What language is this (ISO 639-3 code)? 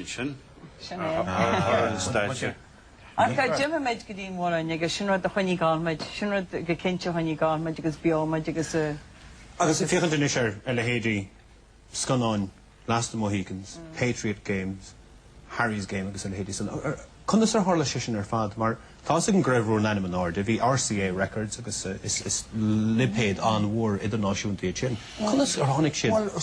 gle